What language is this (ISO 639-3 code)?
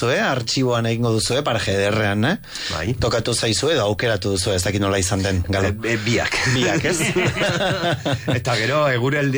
eus